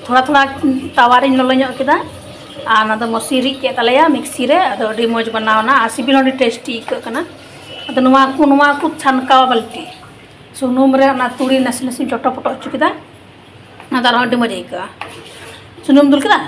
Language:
Santali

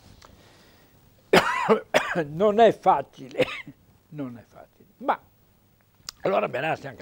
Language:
Italian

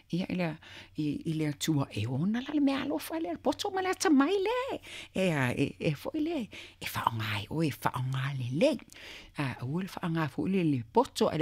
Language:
Samoan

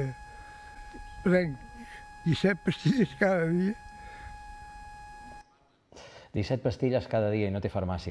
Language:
Catalan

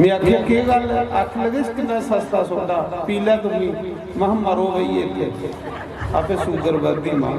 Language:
Dogri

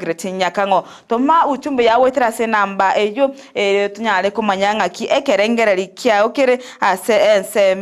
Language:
Gusii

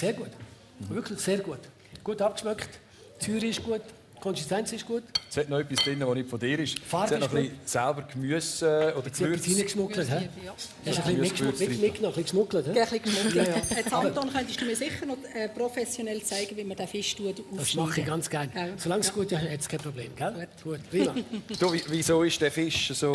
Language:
Swiss German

